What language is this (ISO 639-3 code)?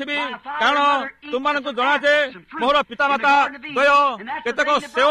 ori